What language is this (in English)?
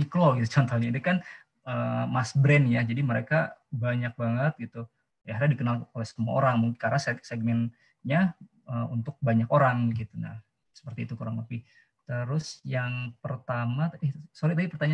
Indonesian